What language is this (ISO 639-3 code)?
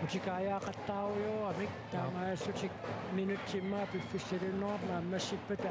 kal